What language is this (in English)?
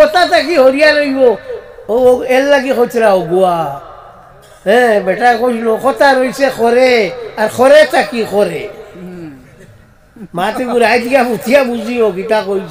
Sylheti